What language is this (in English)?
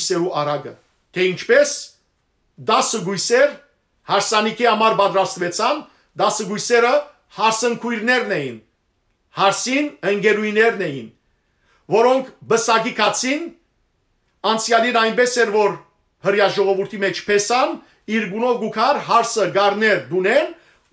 Western Armenian